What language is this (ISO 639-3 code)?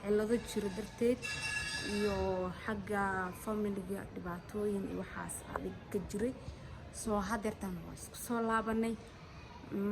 som